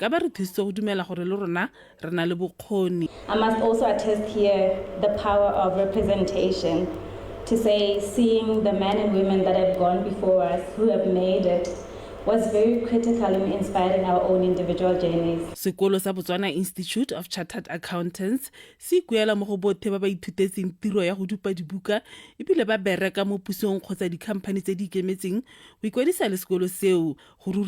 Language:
Tswana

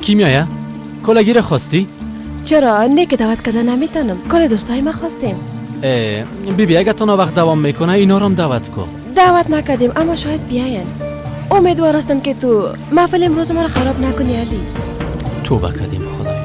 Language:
Persian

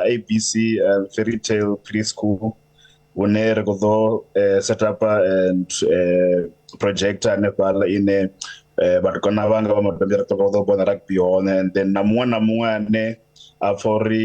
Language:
Venda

